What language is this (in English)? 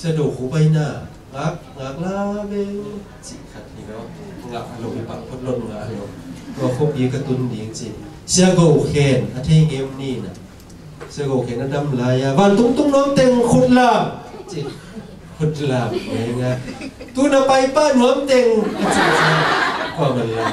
Tedim Chin